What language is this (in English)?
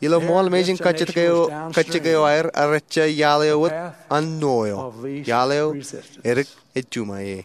Marshallese